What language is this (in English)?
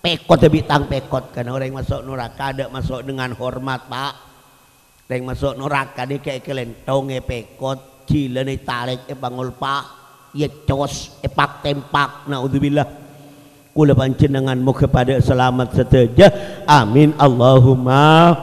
Madurese